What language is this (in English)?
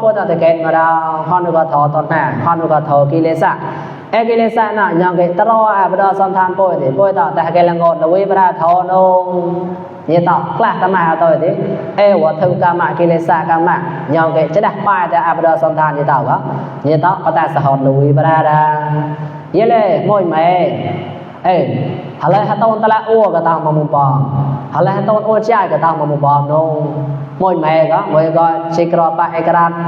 Mon